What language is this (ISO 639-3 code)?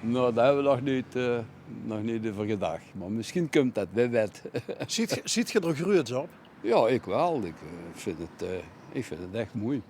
lim